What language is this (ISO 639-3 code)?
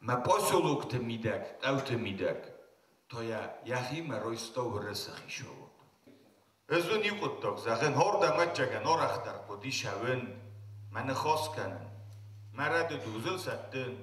oss